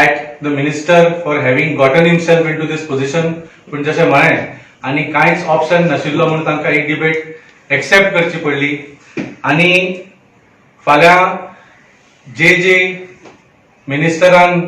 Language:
Konkani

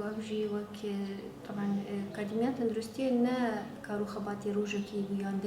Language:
Kurdish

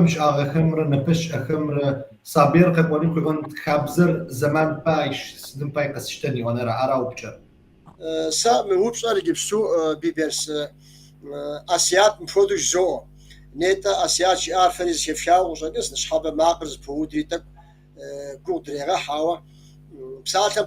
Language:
Kabardian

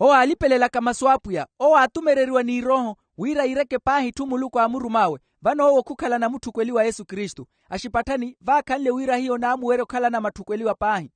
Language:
Makhuwa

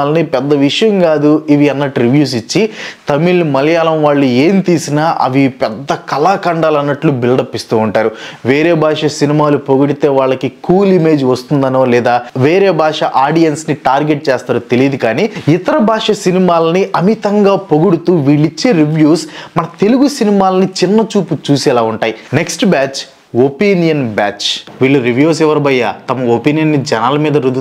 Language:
Telugu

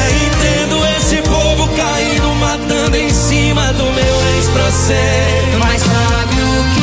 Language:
Portuguese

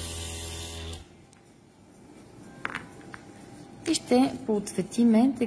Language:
Bulgarian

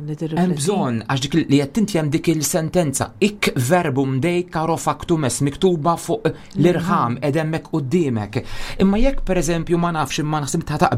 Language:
Maltese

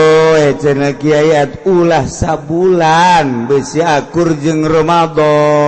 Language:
Sundanese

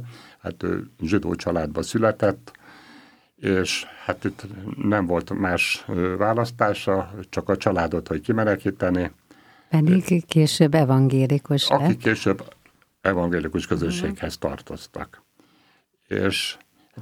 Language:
Hungarian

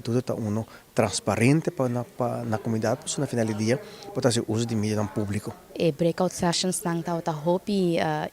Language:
Papiamento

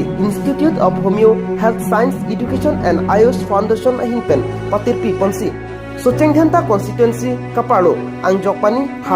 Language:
Karbi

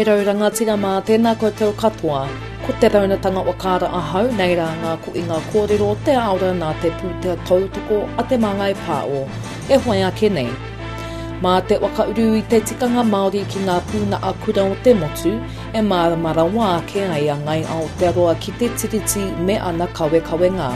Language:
Māori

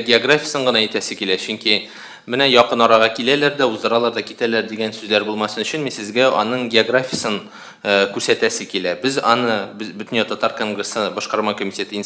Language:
Tatar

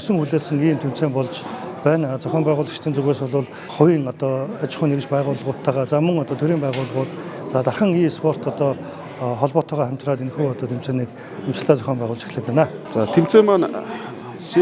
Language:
Mongolian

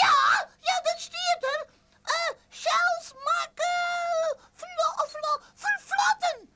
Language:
Western Frisian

